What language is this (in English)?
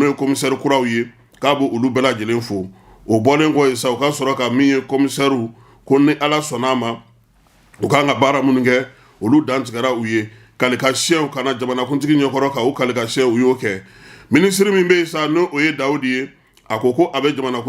Bambara